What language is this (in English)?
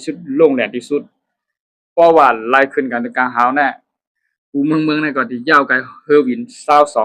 Shan